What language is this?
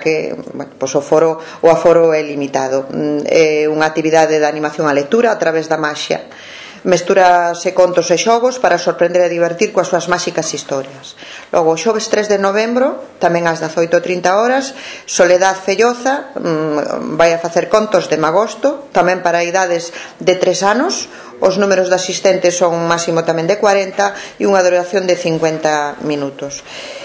Galician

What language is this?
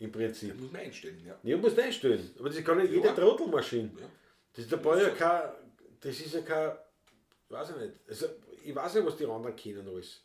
Bavarian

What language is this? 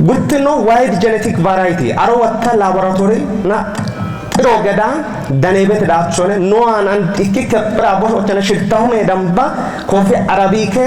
Kafa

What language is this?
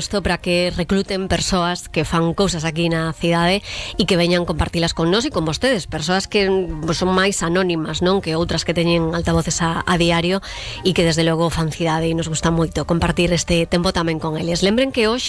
Galician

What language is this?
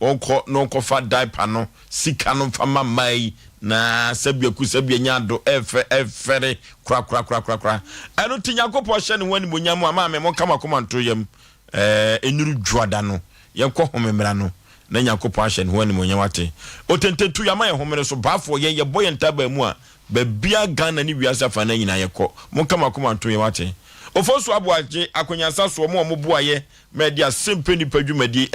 Akan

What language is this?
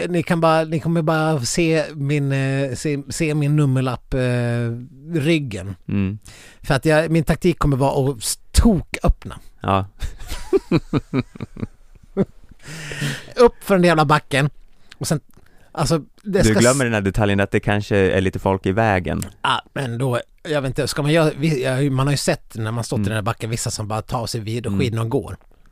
Swedish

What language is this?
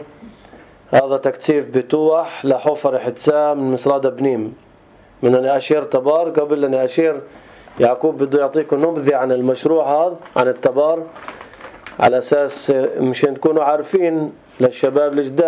North Levantine Arabic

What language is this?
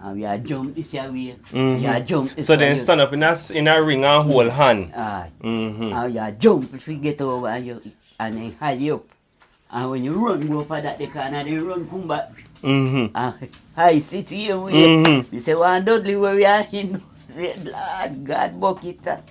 Jamaican Creole English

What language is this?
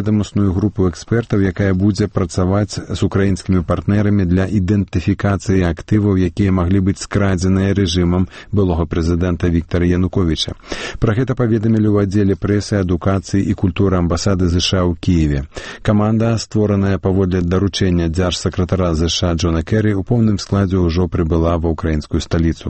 Belarusian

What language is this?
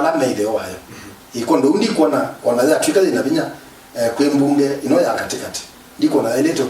Kamba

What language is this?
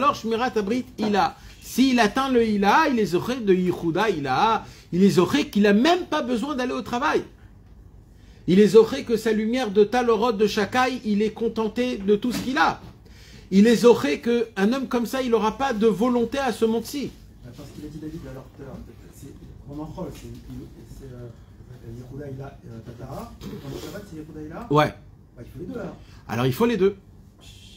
French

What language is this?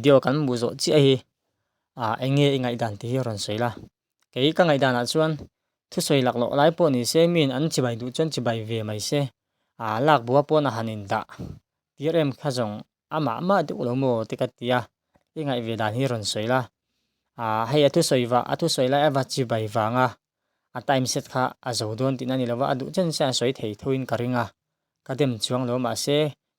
Mizo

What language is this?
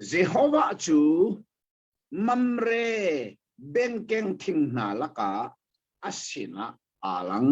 Hakha Chin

